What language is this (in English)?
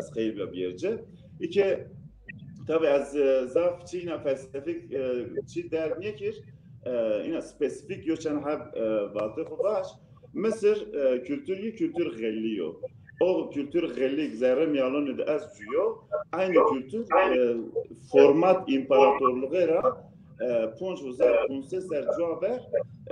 Zaza